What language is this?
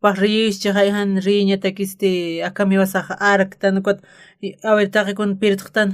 Aymara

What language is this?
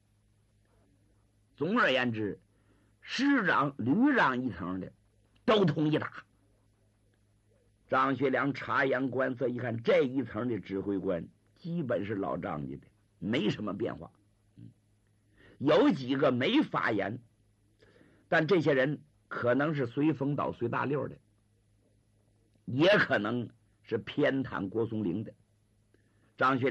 Chinese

